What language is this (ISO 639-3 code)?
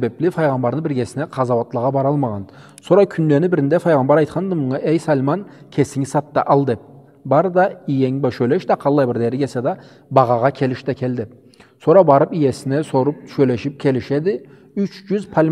krc